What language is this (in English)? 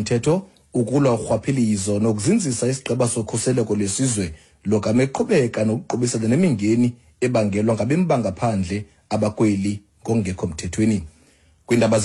Xhosa